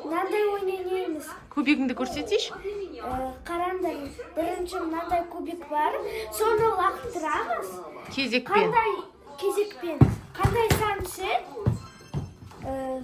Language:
Kazakh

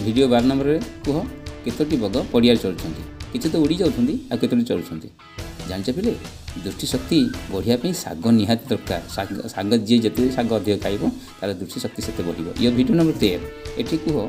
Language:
Odia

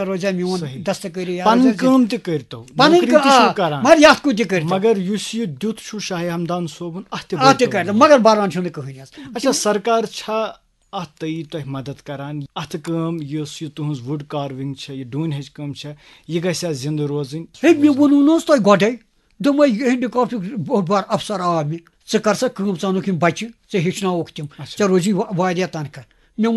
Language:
Kashmiri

